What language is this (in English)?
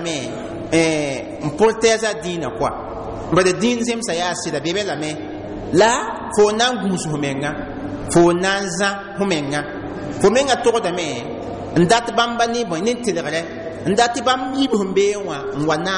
Mossi